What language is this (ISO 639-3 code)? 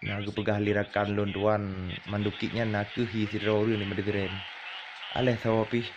ace